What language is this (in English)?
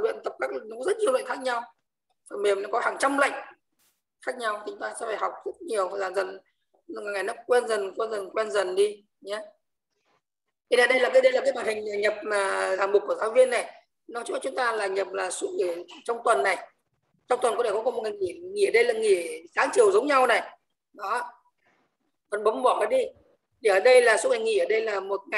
Vietnamese